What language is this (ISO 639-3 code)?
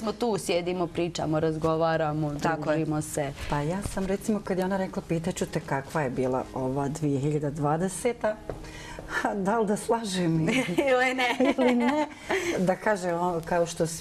bos